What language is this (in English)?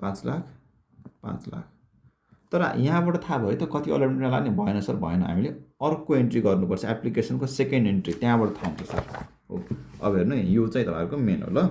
Nepali